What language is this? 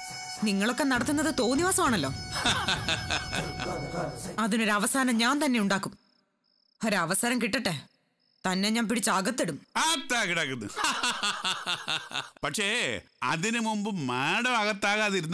Malayalam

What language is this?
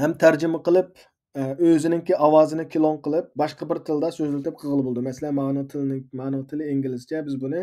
Uyghur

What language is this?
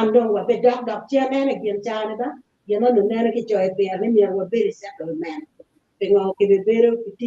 Acoli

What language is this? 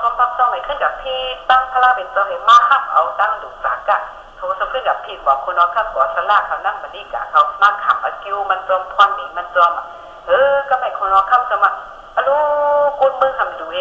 Shan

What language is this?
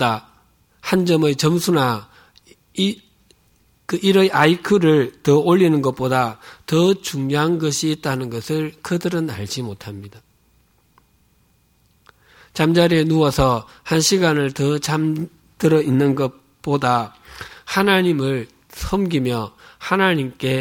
Korean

